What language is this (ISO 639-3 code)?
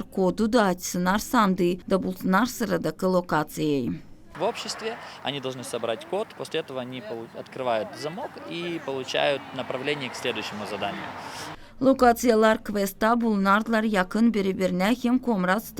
gag